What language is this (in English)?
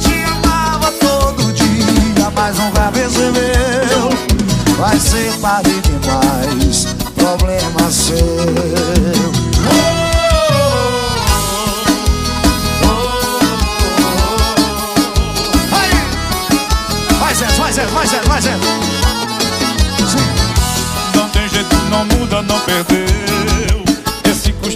Portuguese